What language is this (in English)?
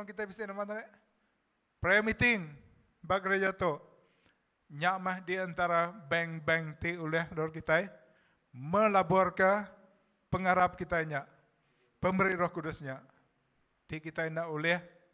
Iban